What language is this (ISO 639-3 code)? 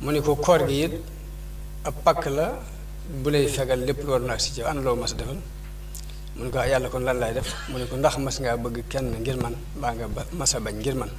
wol